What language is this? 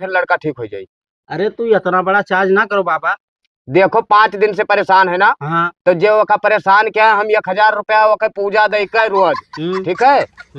Awadhi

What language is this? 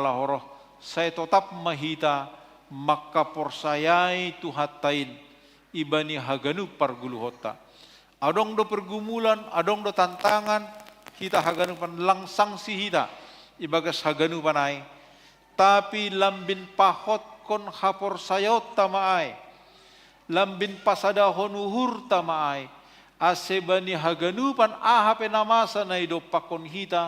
Batak Simalungun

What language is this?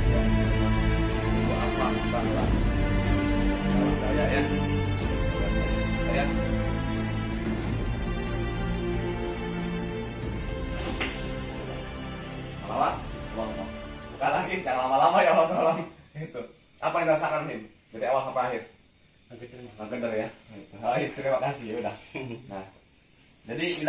Indonesian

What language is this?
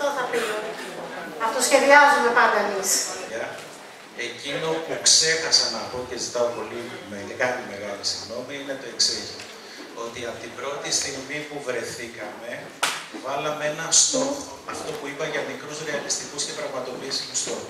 Greek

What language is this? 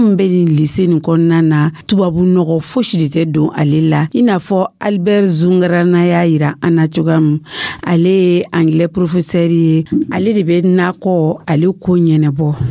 Dyula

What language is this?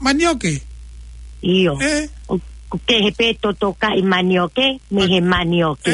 Tongan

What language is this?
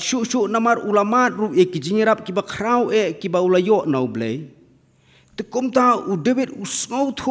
Khasi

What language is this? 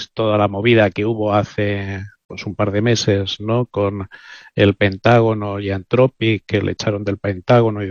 Spanish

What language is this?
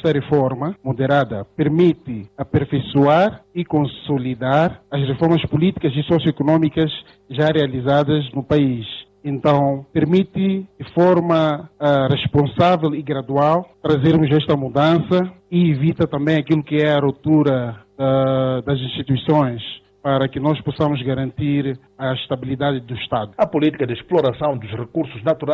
Portuguese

